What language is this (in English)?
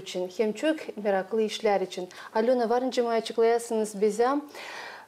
Gagauz